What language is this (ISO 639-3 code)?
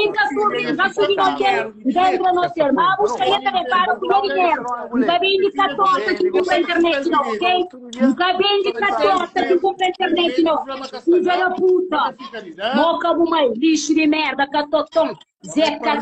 kea